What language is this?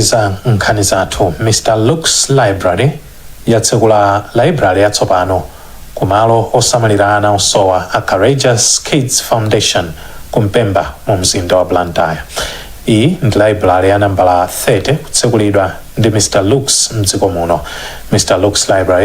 Nyanja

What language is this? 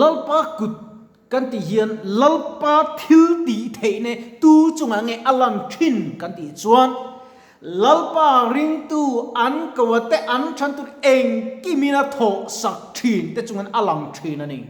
Mizo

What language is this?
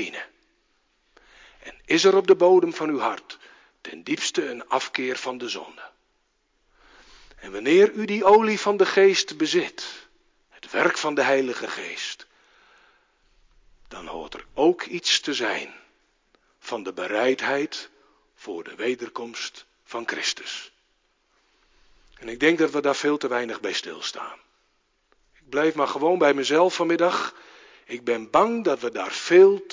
Dutch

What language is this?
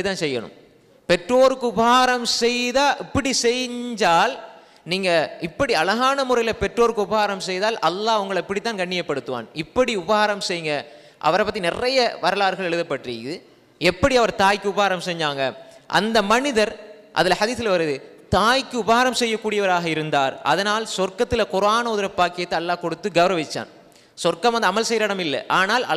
Tamil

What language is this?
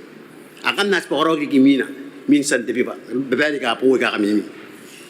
Gilbertese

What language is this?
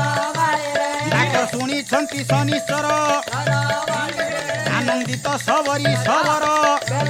Odia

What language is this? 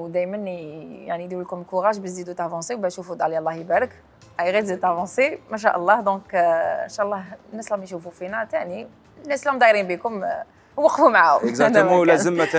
Algerian Arabic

